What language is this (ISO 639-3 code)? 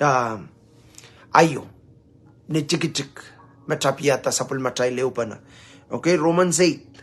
pon